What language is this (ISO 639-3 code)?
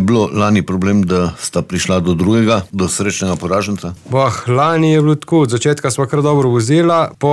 slv